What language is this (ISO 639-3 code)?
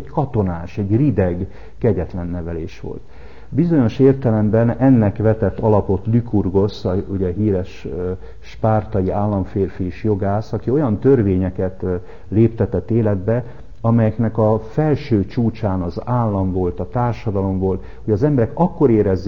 hun